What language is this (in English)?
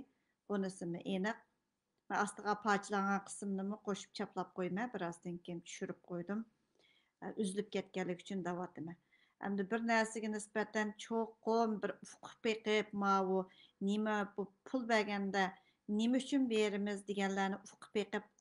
Uyghur